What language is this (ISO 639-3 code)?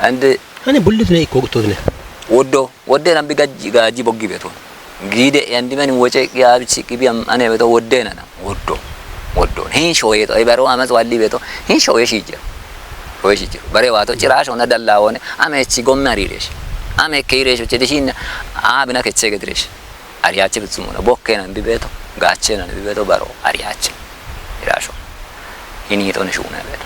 kbr